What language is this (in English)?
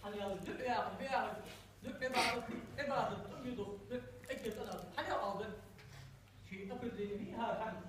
Ingush